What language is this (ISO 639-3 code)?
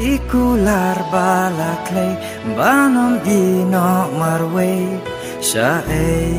kha